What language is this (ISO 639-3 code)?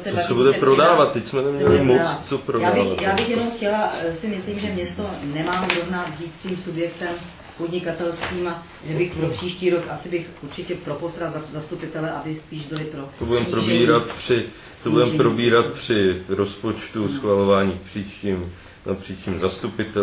ces